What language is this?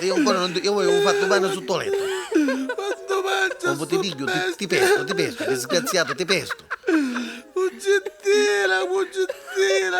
Neapolitan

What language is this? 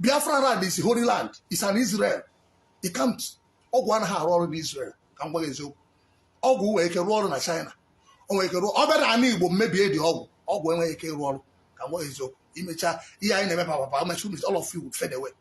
Igbo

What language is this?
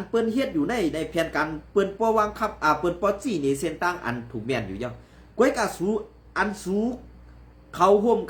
Shan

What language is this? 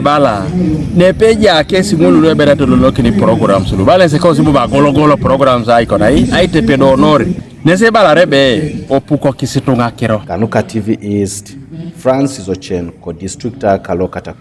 Teso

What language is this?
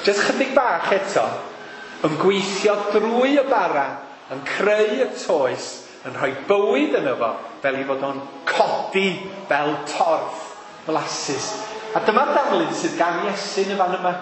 Welsh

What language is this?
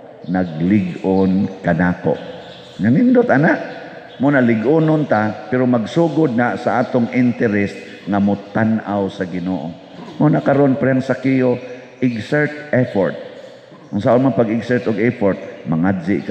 Cebuano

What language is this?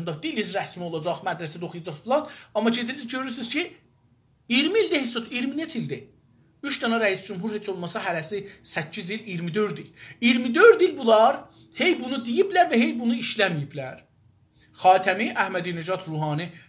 South Azerbaijani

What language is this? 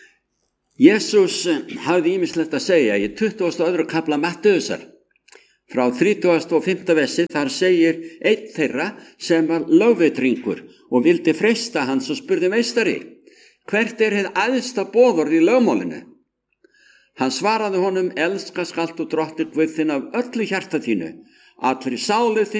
Icelandic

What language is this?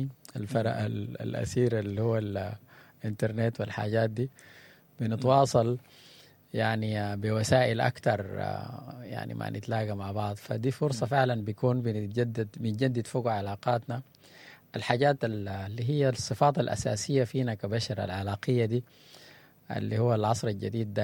Sudanese Arabic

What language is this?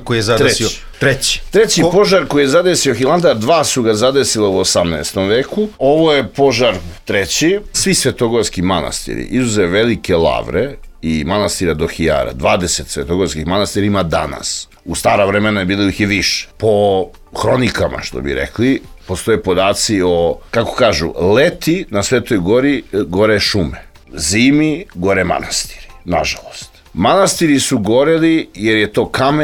Serbian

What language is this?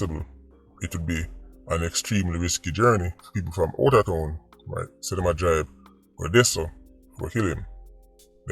Jamaican Creole English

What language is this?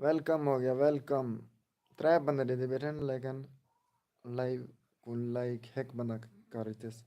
Saraiki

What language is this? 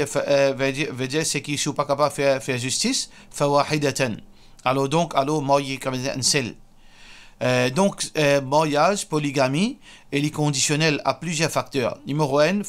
Morisyen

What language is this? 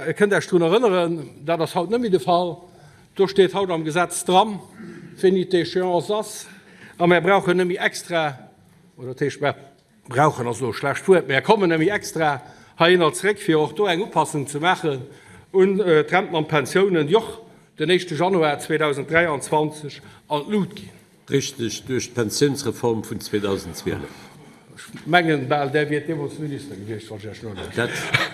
Luxembourgish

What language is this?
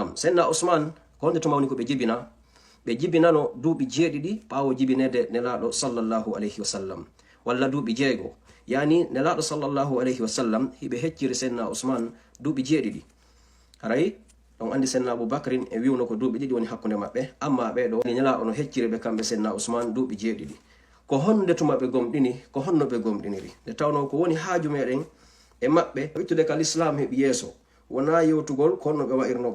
Fula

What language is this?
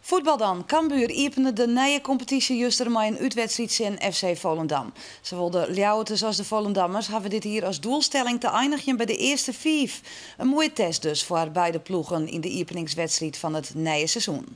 Western Frisian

